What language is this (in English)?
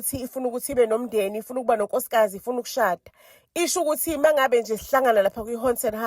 Zulu